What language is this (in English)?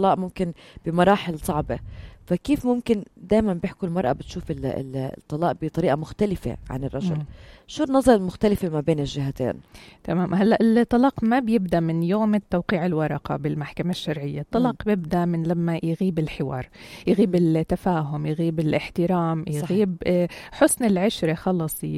North Levantine Arabic